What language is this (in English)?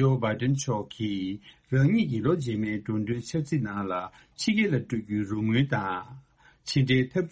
Tibetan